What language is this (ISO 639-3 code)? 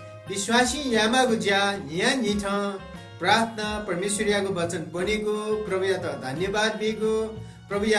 new